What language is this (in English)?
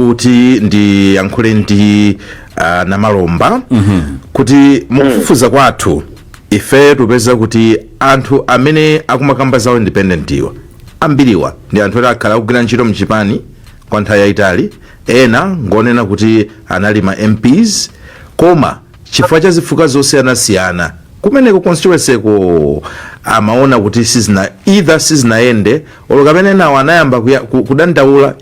Nyanja